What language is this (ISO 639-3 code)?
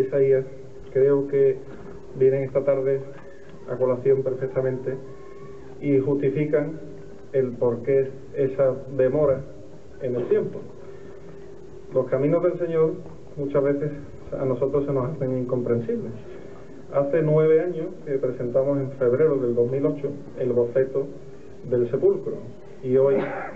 spa